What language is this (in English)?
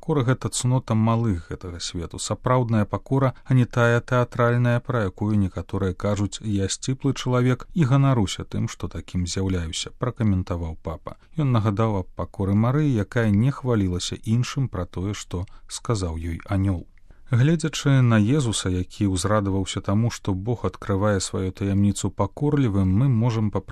Belarusian